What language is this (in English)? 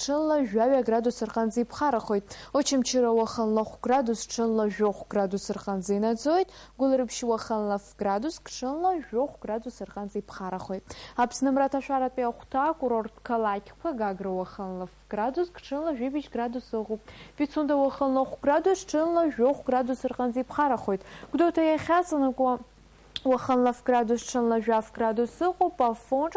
Abkhazian